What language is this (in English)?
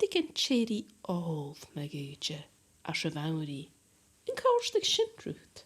Scottish Gaelic